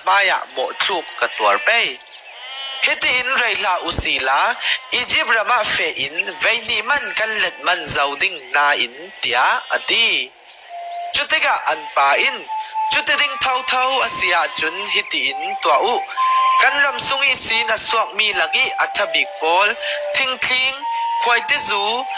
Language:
Falam Chin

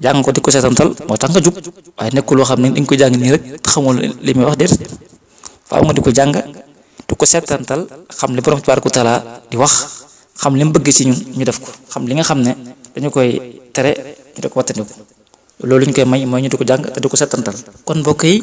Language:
Wolof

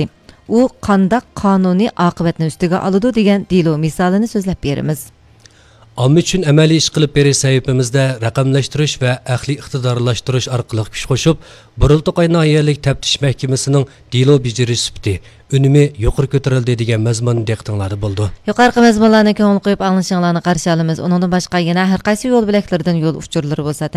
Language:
Uyghur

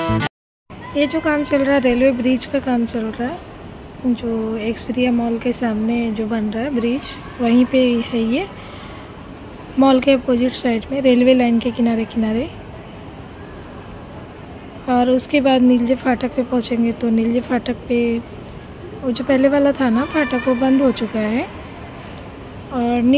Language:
Hindi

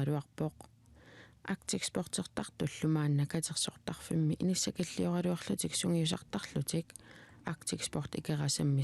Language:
Kalaallisut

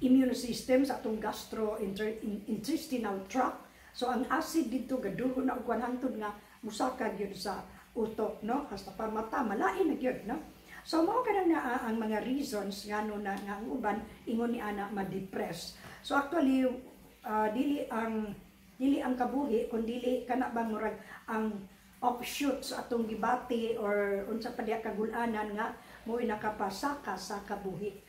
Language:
Cebuano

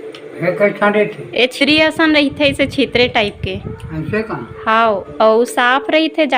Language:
Chhattisgarhi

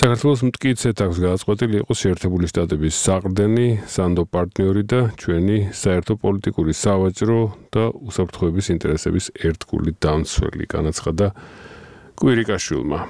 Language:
Georgian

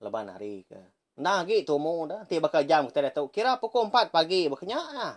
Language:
Iban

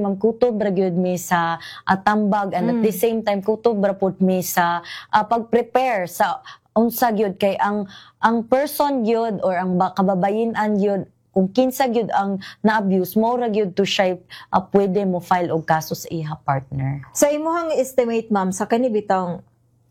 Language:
Cebuano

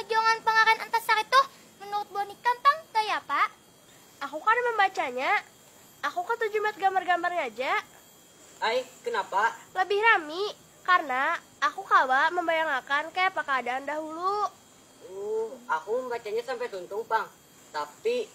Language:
Banjar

